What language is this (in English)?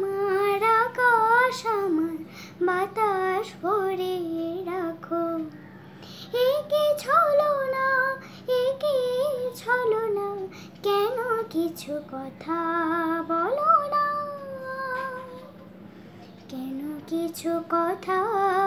Bangla